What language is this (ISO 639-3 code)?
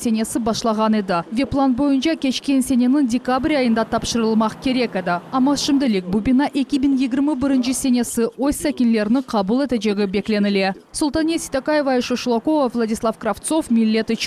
crh